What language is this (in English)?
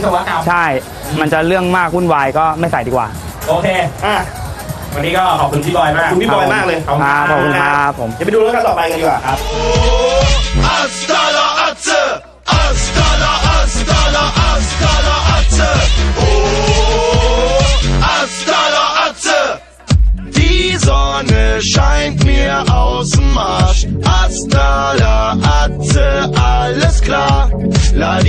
Thai